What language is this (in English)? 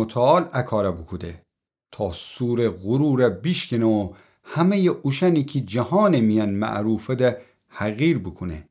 Gilaki